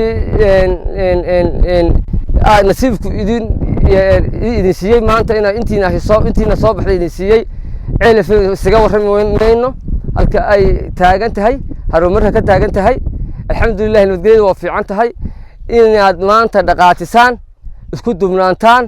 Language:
Somali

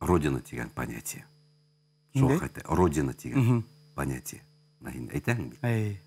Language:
Bashkir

